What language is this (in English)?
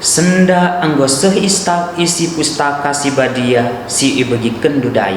Batak Karo